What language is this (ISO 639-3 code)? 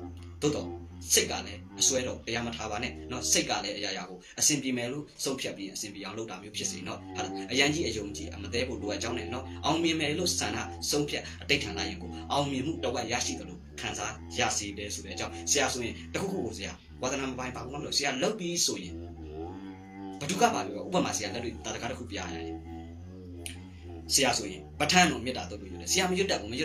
mya